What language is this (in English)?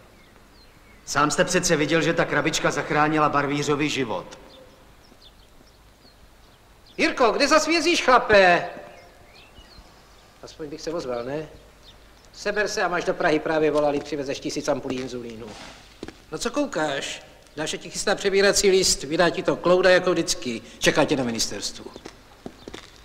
Czech